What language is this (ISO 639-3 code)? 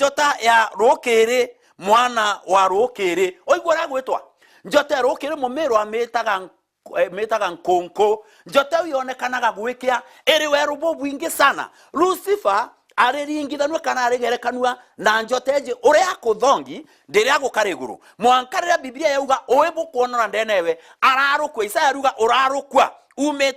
mer